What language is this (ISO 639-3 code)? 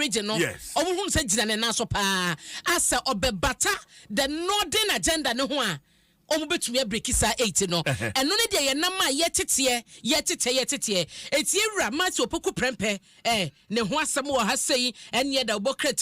aka